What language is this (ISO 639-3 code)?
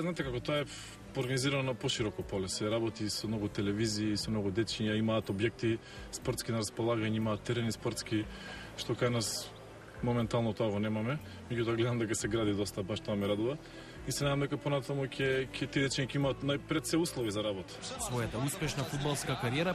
mkd